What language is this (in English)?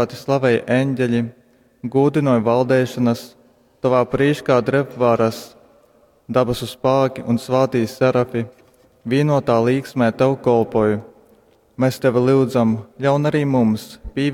Latgalian